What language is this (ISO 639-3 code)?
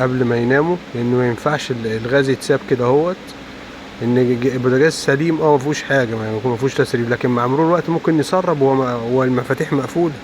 arz